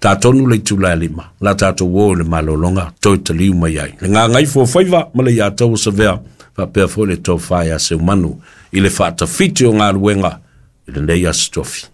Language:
Samoan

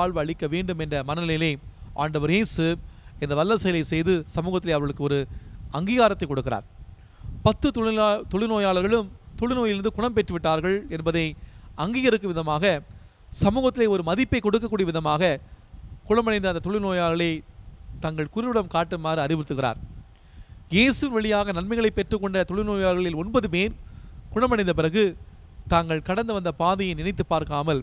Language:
Tamil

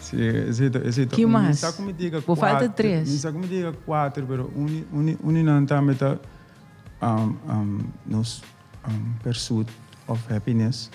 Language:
Papiamento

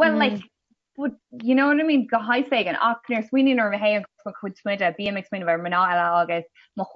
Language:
Irish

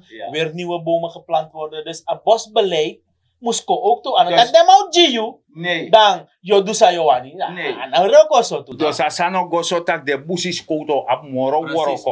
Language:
Sranan Tongo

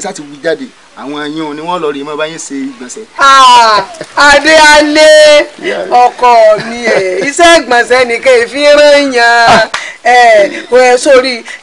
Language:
Yoruba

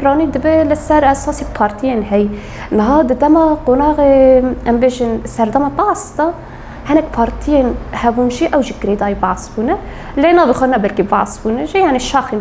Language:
Kurdish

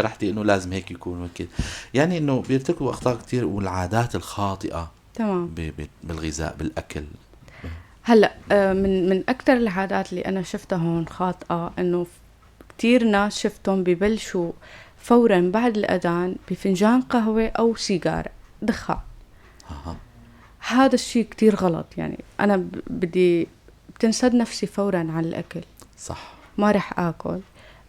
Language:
North Levantine Arabic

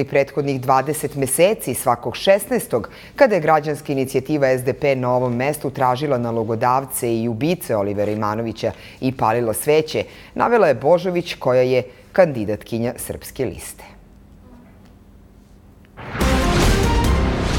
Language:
Serbian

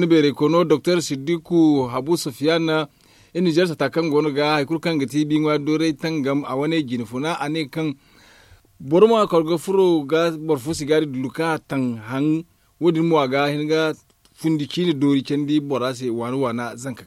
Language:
Zarma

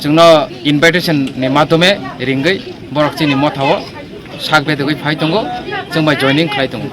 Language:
Kok Borok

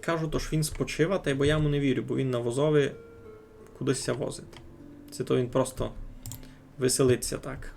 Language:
Rusyn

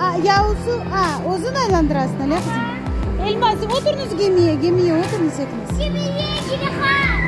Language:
Crimean Tatar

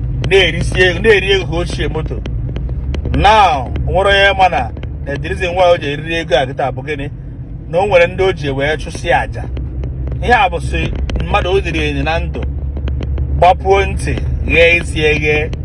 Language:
Igbo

